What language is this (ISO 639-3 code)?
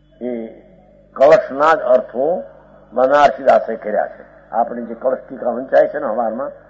guj